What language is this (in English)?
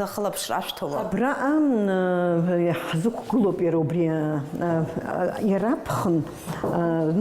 Abkhazian